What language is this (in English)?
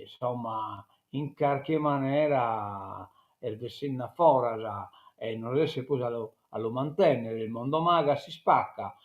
Sardinian